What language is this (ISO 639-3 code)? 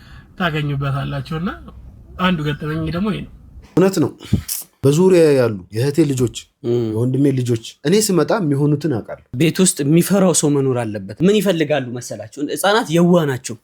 amh